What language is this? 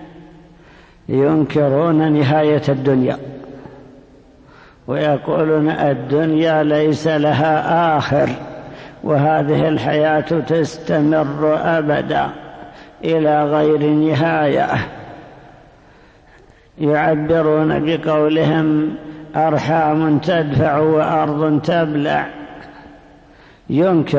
Arabic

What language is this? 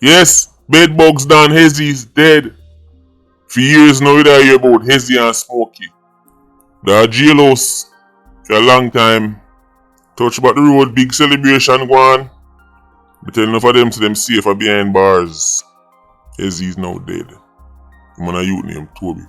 Jamaican Creole English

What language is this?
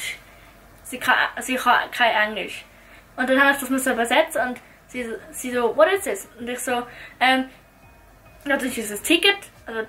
Swiss German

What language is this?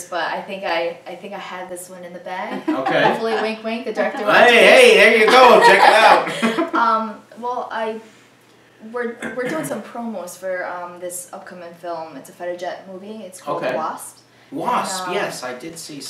English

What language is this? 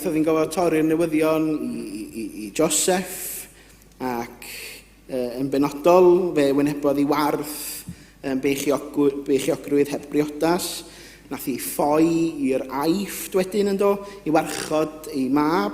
Welsh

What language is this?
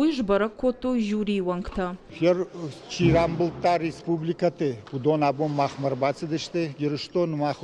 Ossetic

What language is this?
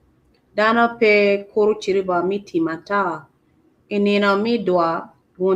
Acoli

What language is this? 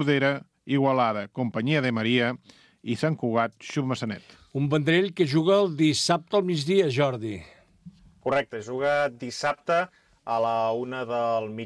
Catalan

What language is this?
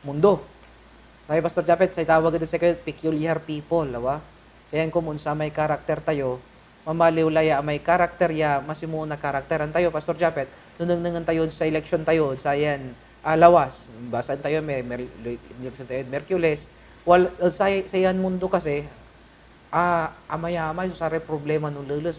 Pangasinan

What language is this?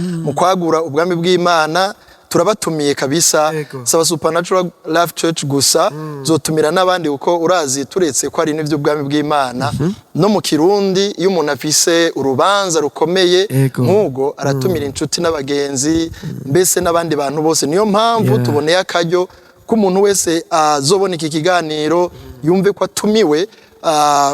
Rundi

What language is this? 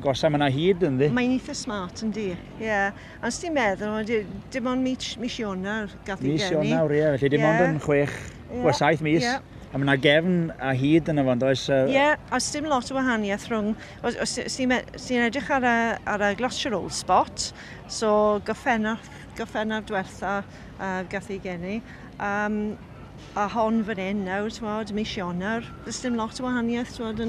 Welsh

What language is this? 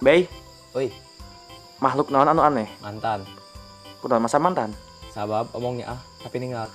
Sundanese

